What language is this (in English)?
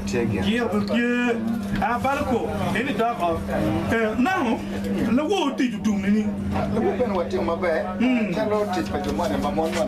Acoli